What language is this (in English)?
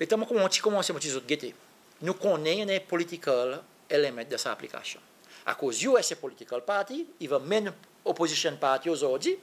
Seselwa Creole French